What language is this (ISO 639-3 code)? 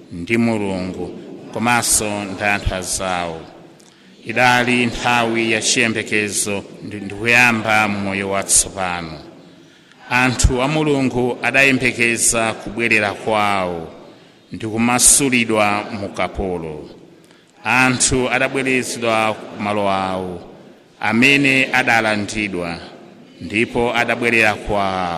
nya